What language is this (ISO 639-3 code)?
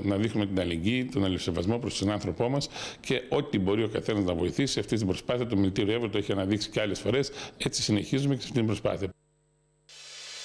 ell